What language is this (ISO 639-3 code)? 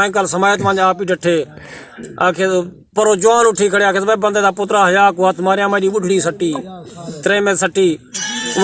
skr